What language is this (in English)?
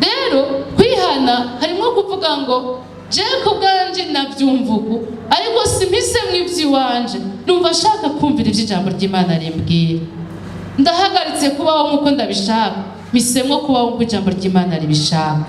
Rundi